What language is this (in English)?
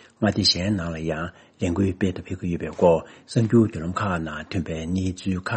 Tibetan